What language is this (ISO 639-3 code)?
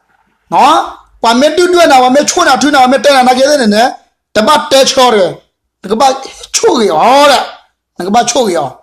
ksw